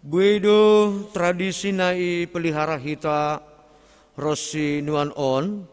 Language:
Batak Simalungun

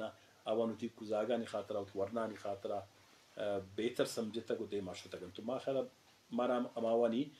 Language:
Eastern Balochi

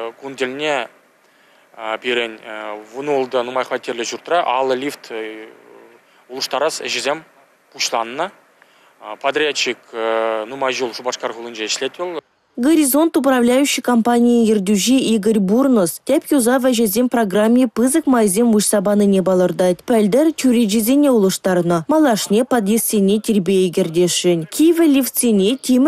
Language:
Chuvash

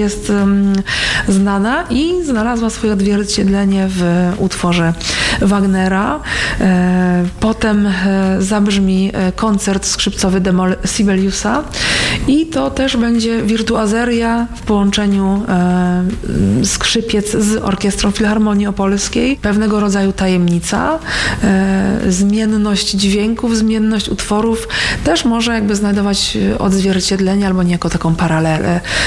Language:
Polish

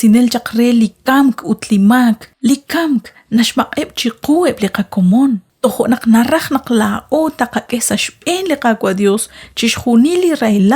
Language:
Kekchí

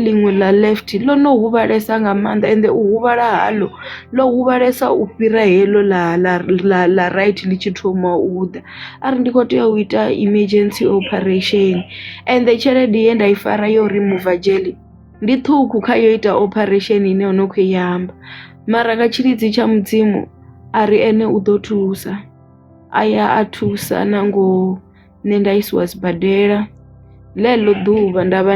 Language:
Venda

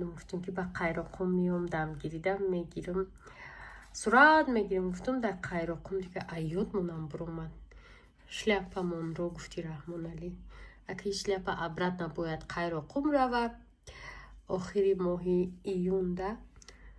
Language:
Tajik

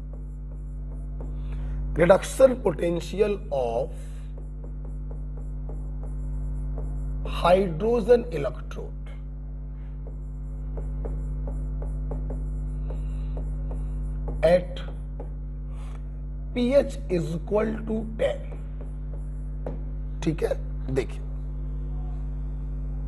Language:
Hindi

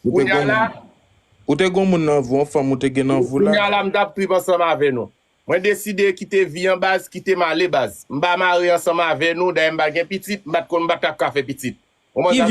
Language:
Haitian Creole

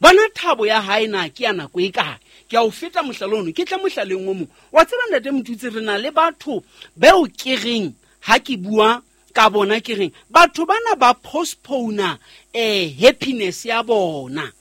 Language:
Southern Sotho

